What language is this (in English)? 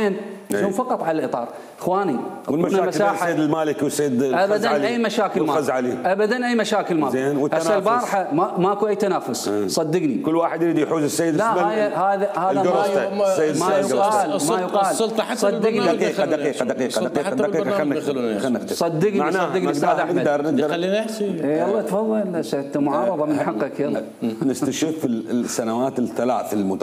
Mesopotamian Arabic